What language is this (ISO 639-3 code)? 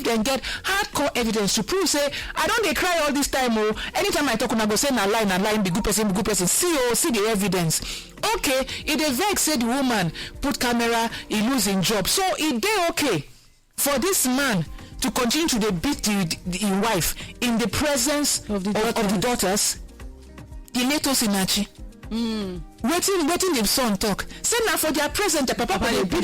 pcm